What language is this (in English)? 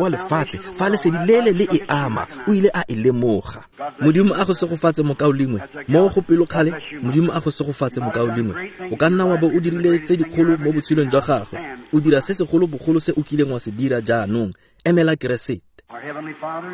Tswana